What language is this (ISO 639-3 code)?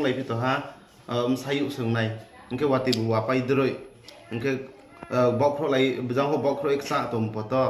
ria